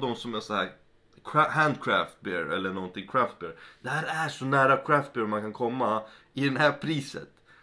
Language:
Swedish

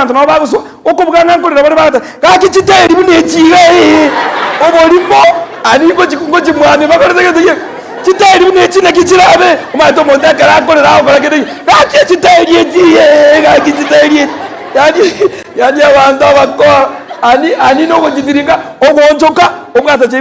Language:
Gusii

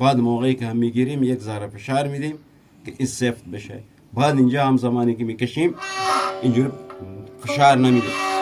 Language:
Eastern Balochi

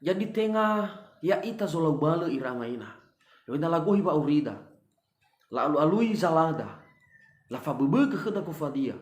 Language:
Nias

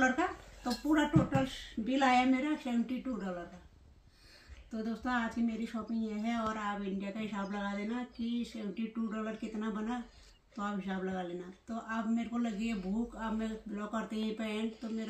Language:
Hindi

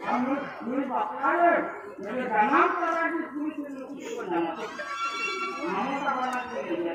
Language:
Santali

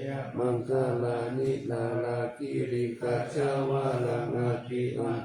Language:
Pali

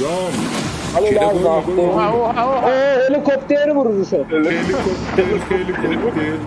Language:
South Azerbaijani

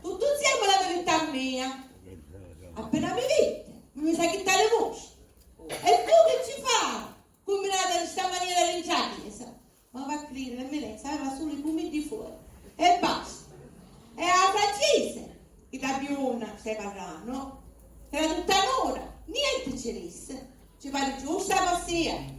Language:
Sicilian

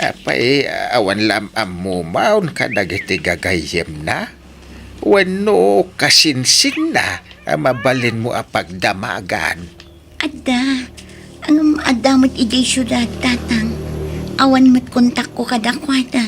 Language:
Iloko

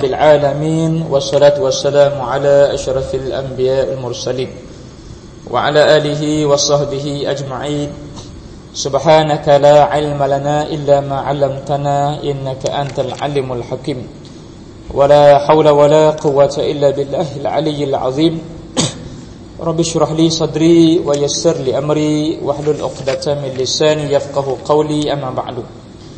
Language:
Malay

